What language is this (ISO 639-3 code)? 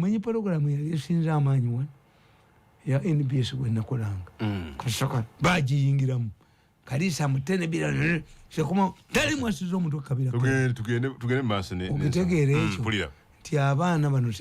lug